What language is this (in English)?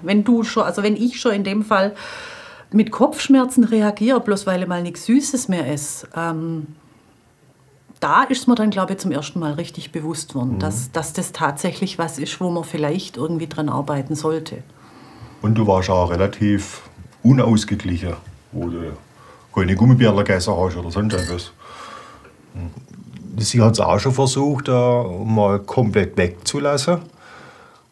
German